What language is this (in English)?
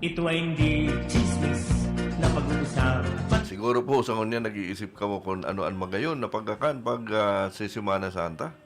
Bikol